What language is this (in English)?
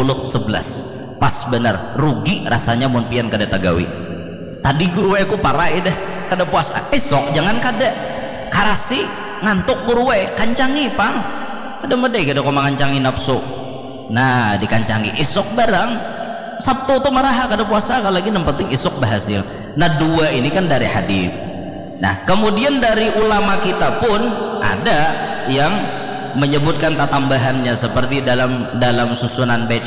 Banjar